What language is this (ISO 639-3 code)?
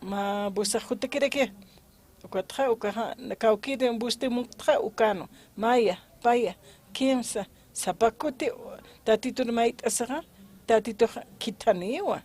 aym